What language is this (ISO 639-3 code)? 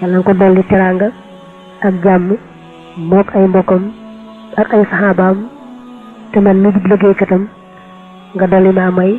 wol